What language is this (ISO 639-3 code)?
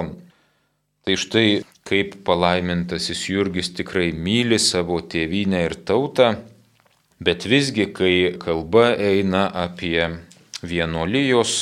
lit